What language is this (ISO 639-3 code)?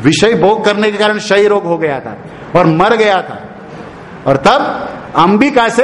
hin